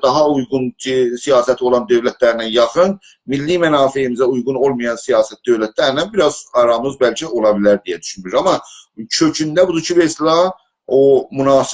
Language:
South Azerbaijani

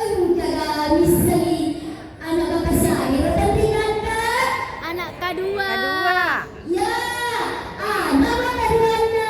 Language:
Buginese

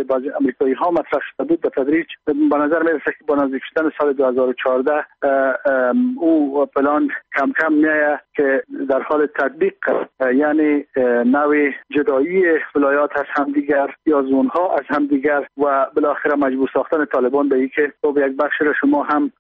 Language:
Persian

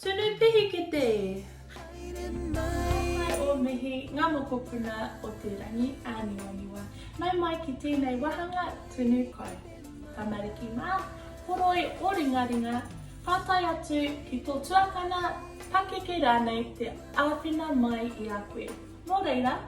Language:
Māori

